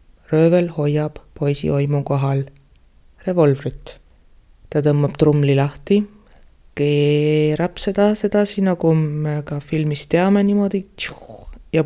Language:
Estonian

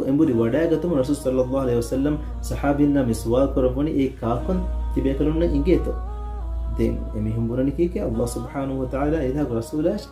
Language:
Divehi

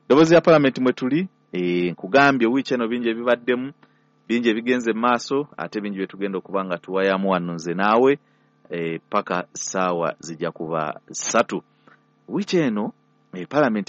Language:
Ganda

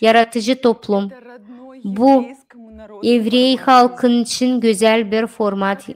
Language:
Gagauz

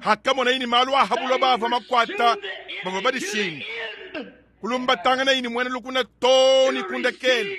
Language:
Luba-Lulua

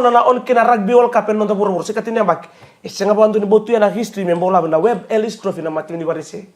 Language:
Fijian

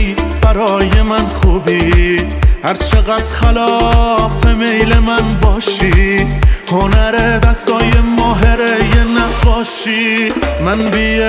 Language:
Persian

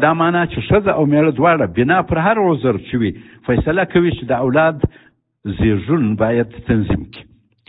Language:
Pashto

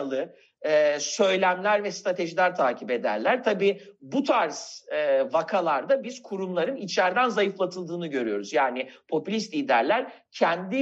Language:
Turkish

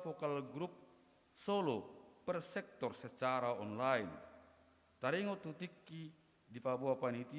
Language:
Batak Toba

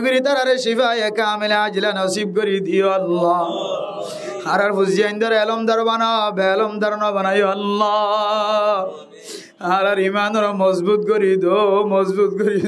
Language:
Rohingya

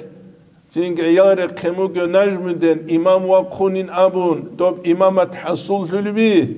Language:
Avaric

